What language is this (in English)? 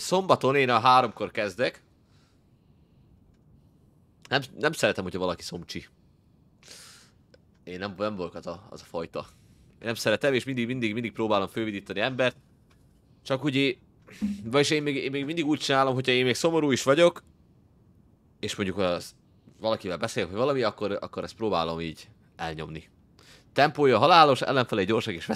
Hungarian